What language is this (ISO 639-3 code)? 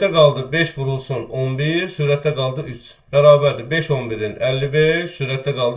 aze